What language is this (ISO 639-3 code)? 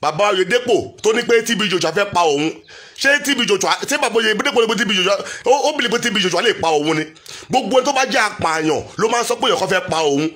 yor